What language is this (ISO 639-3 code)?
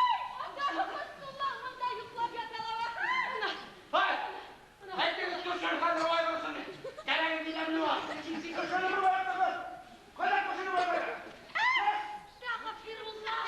bak